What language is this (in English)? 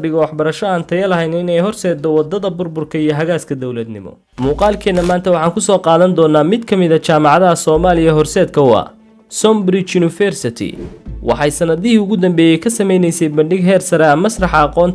Somali